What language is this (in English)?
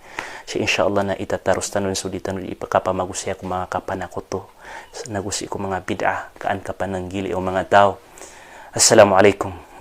Maranao